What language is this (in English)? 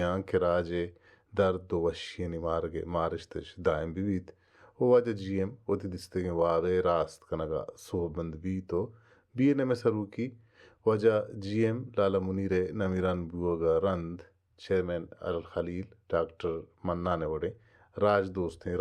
Baluchi